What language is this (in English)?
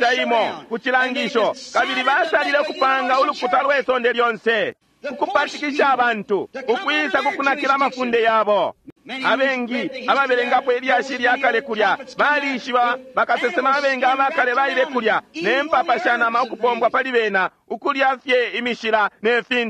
Bemba